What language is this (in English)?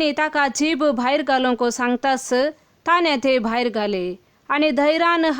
Konkani